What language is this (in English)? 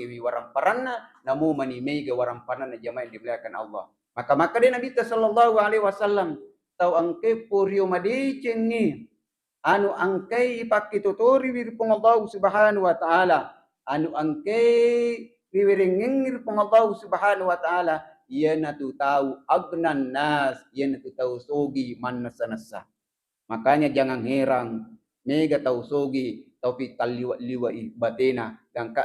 Buginese